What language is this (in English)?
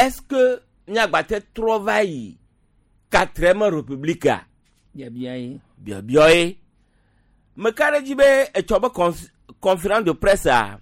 Gen